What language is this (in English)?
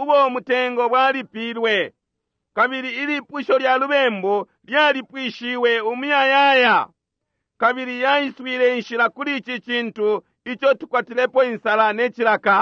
Bemba